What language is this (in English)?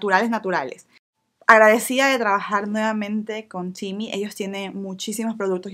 Spanish